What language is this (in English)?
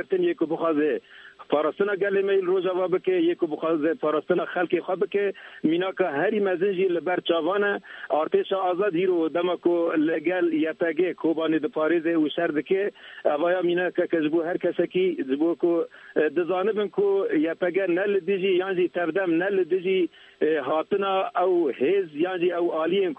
Kurdish